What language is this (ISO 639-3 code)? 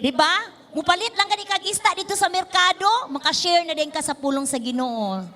ceb